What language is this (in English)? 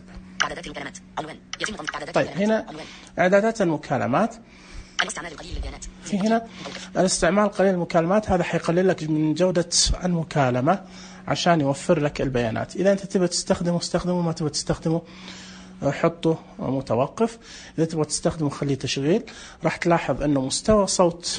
Najdi Arabic